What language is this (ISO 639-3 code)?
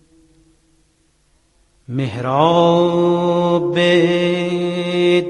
fas